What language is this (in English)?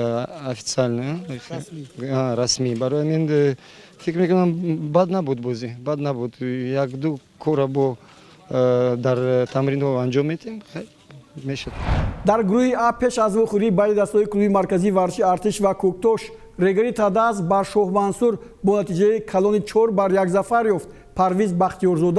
Tajik